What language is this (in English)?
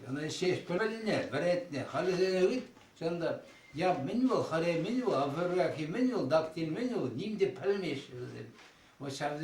Chuvash